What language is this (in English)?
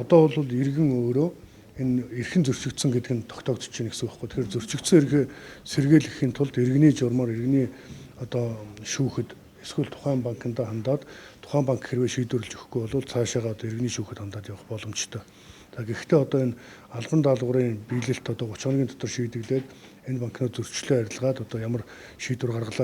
Mongolian